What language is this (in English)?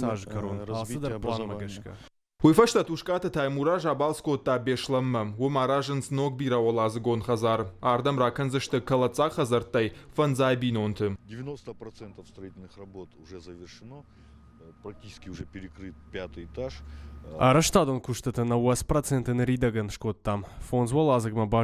Ossetic